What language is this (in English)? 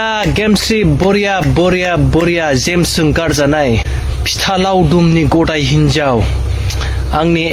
Bodo